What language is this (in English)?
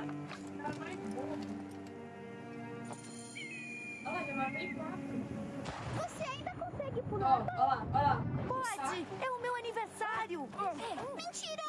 Portuguese